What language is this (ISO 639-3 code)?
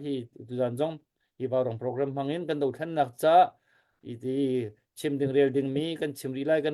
cnh